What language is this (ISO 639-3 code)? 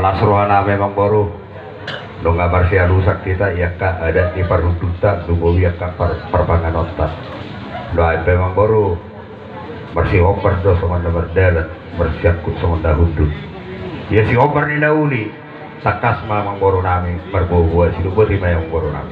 bbc